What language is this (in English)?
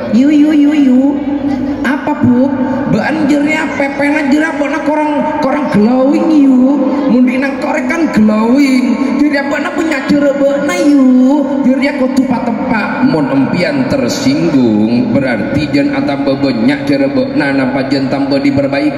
Madurese